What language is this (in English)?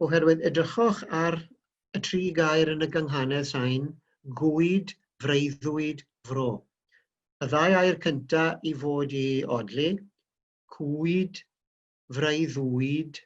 Welsh